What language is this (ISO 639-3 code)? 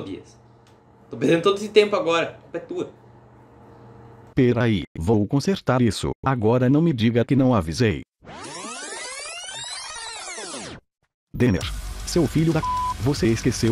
por